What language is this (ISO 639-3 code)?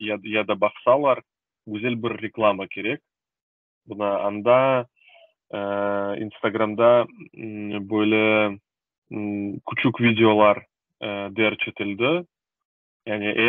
crh